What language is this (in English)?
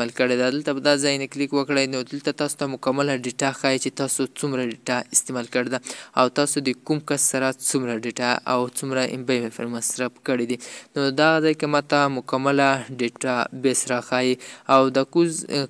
Pashto